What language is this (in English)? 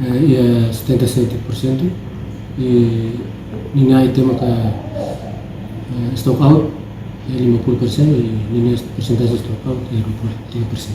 Tetum